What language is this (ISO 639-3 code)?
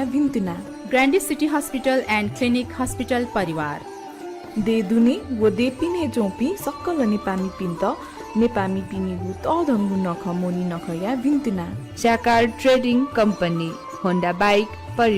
new